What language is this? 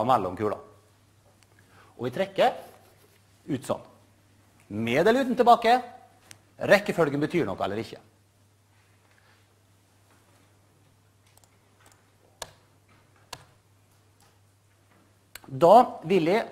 Norwegian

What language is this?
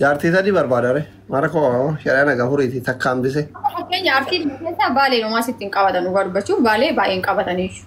Oromo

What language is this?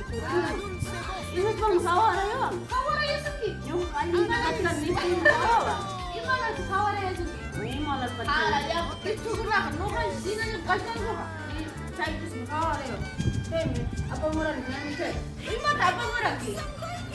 Ayacucho Quechua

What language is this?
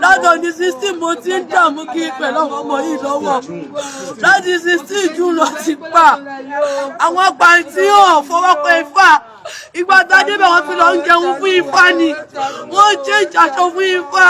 Yoruba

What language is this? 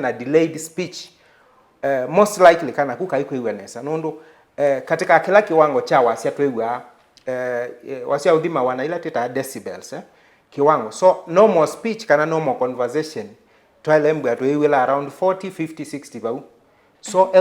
Kamba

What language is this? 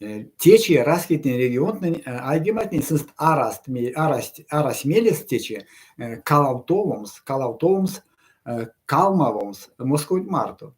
Erzya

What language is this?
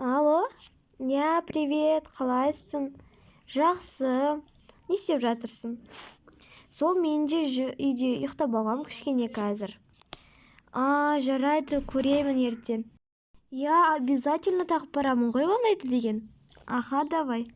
Kazakh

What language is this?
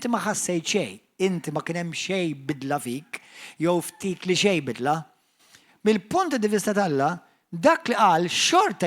Maltese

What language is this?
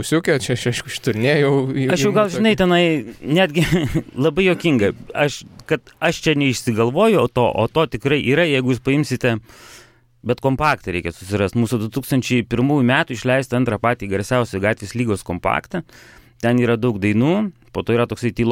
Lithuanian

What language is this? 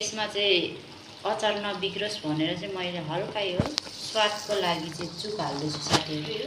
Nepali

